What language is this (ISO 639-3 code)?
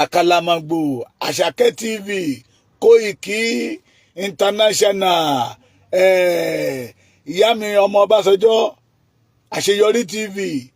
yor